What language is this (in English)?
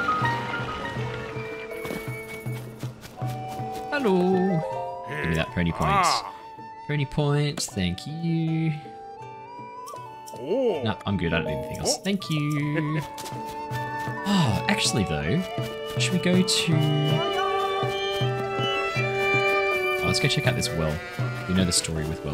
English